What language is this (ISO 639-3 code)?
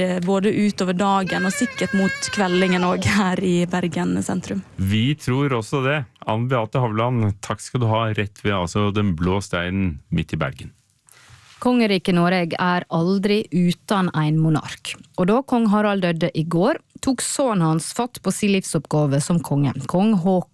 nor